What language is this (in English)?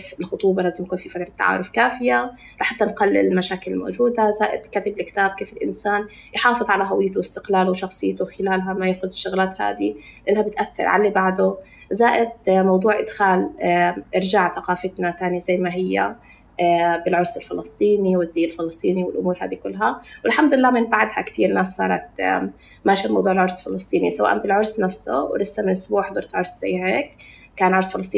North Levantine Arabic